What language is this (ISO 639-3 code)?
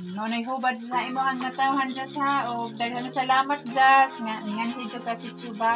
ceb